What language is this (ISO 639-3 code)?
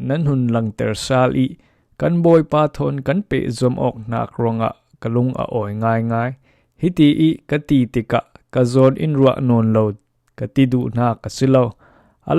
cfm